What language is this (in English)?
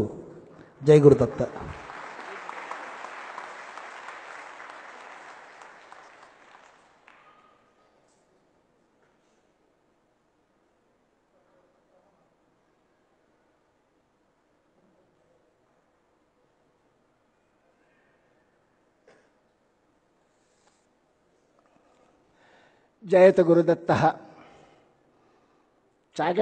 Telugu